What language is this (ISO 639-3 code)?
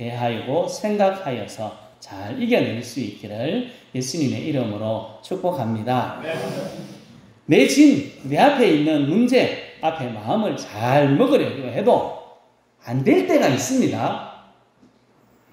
kor